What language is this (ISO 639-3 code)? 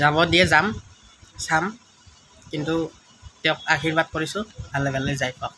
asm